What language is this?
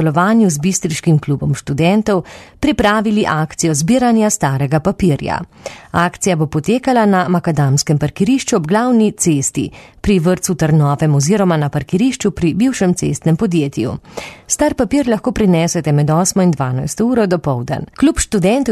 Slovenian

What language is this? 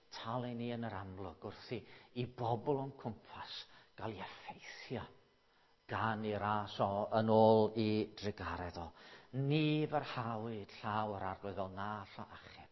Welsh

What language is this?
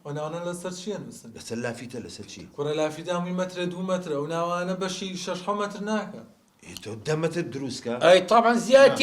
Central Kurdish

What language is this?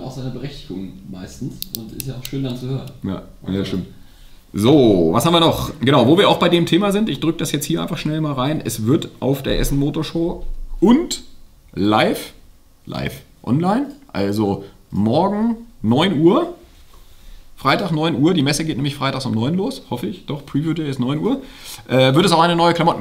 German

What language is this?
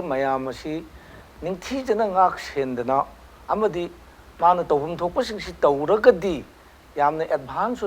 Manipuri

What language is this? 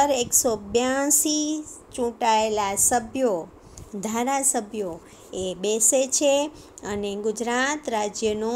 Gujarati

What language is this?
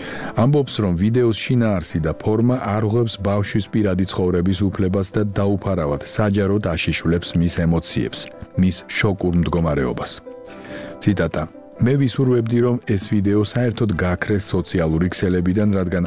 Georgian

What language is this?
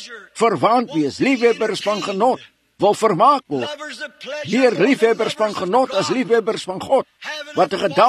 Afrikaans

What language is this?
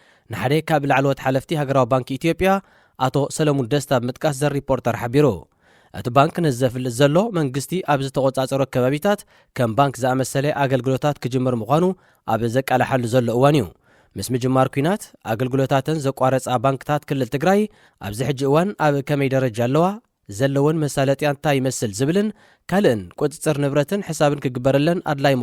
Tigrinya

